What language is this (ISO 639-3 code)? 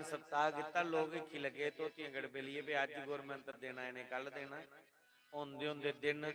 doi